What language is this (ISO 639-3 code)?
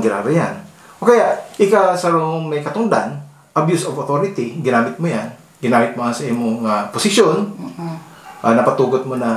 bik